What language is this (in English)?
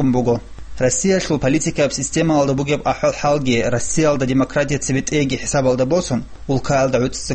Avaric